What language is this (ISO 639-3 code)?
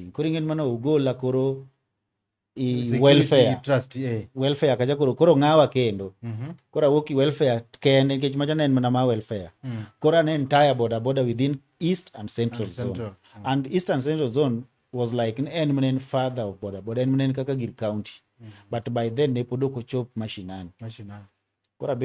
luo